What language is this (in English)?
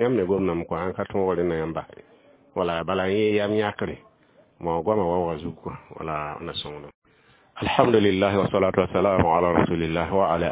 Mossi